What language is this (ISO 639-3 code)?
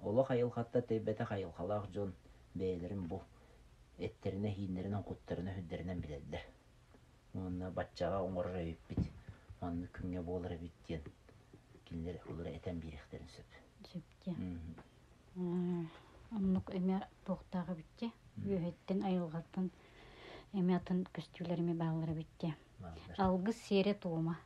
sah